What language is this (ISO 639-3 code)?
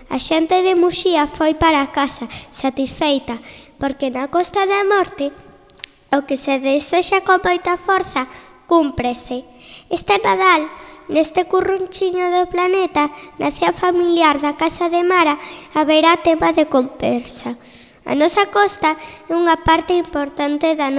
glg